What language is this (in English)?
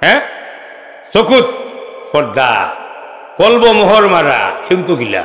Sylheti